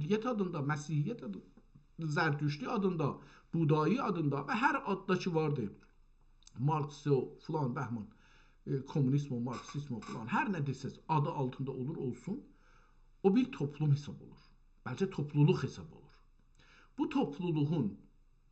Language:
South Azerbaijani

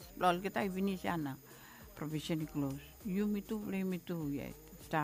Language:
Bislama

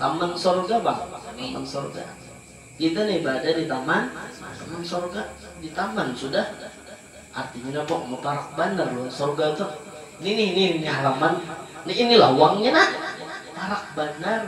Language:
Banjar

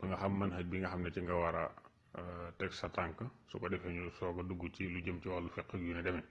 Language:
Wolof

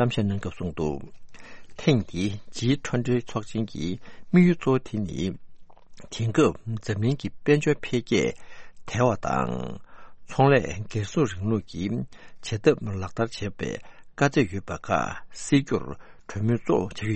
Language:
Tibetan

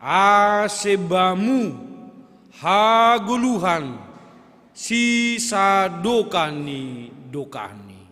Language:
Batak Simalungun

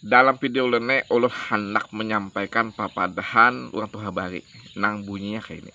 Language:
Banjar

